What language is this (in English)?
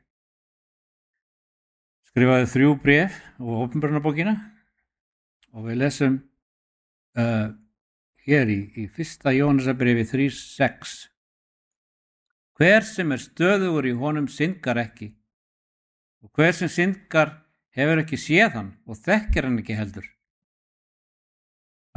Icelandic